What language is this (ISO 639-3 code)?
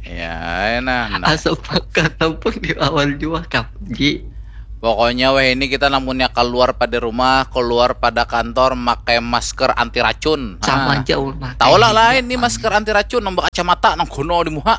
bjn